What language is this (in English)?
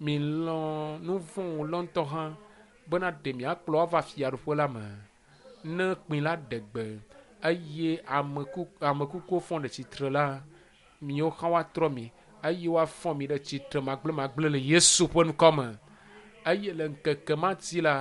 Ewe